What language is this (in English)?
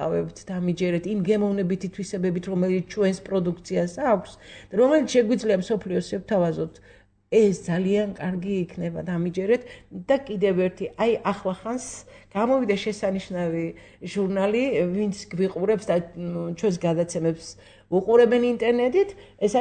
Georgian